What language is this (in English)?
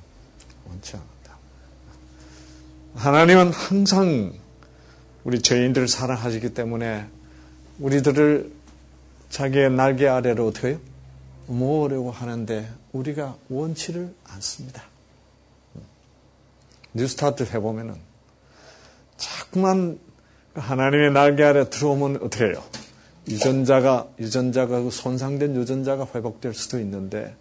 Korean